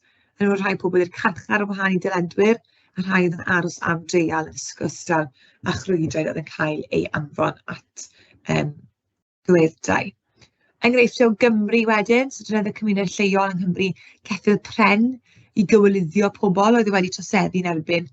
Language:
Welsh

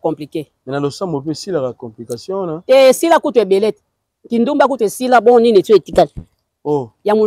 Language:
Lingala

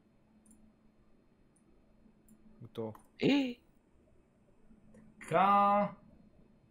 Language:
Bulgarian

